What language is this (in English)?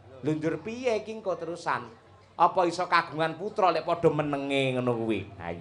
Javanese